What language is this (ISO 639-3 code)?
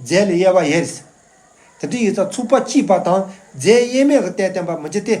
bod